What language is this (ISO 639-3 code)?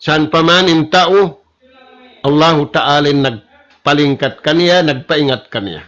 tsg